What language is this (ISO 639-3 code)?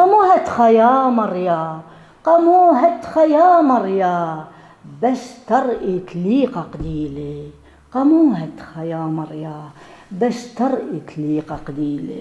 aii